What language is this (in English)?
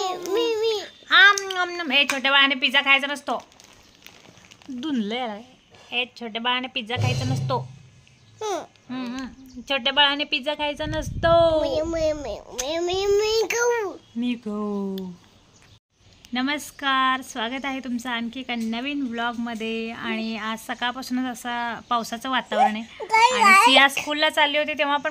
Marathi